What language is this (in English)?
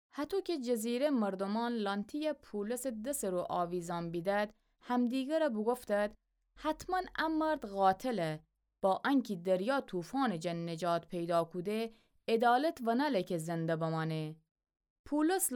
Gilaki